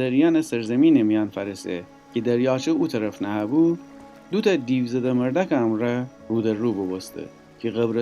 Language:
Gilaki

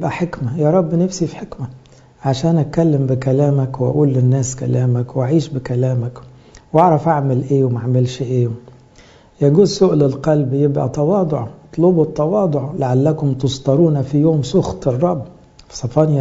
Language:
Egyptian Arabic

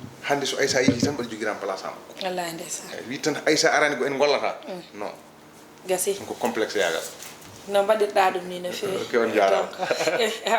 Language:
Fula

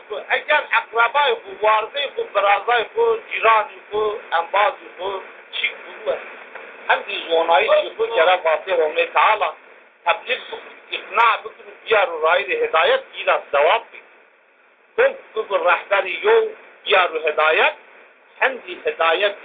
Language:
Zaza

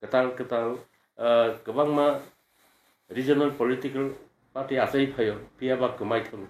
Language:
Kok Borok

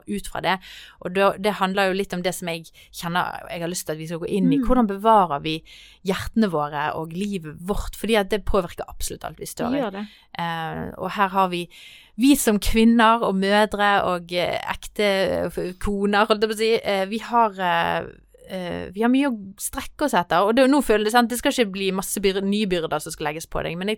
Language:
Norwegian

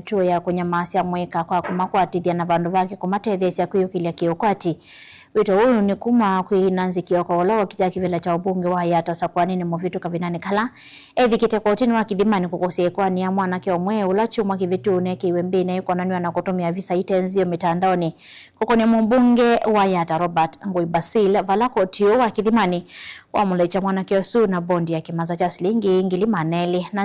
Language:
Kamba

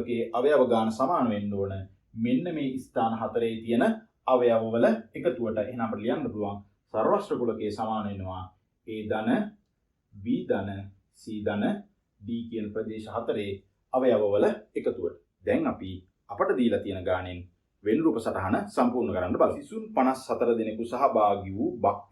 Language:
Sinhala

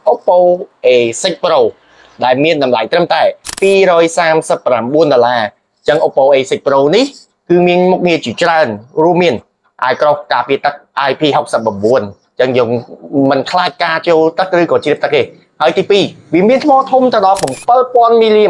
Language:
Khmer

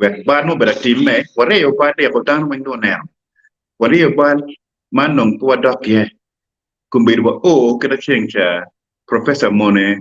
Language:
Acoli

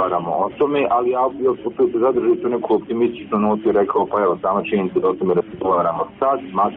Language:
Serbian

